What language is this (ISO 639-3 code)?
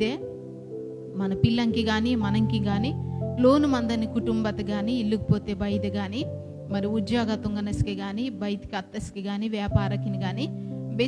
kff